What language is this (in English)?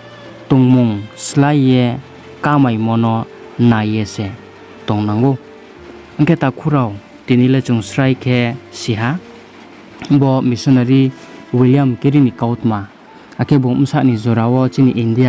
Riang (India)